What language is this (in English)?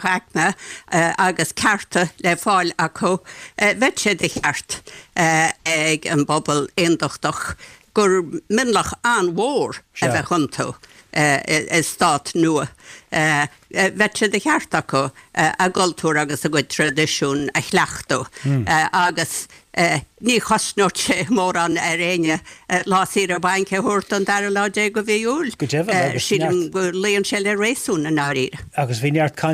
Irish